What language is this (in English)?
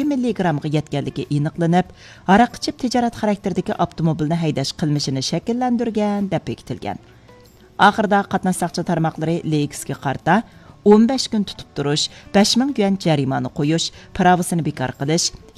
Uyghur